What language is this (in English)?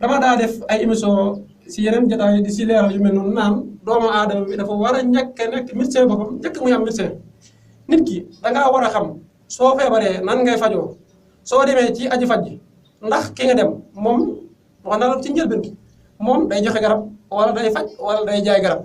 Wolof